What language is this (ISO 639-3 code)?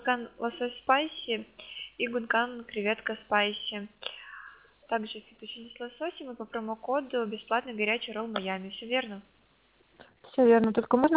rus